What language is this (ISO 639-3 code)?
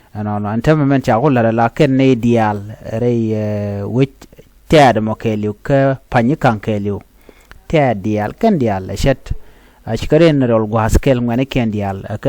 nus